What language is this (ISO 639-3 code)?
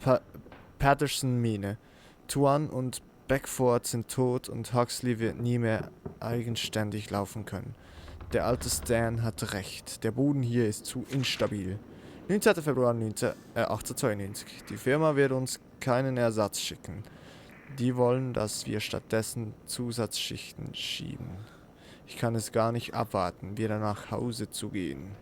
gsw